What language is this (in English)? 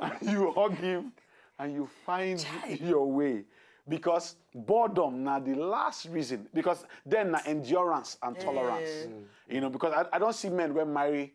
Nigerian Pidgin